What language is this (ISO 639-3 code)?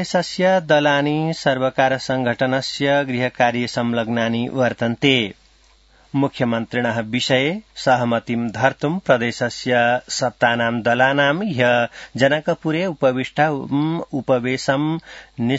san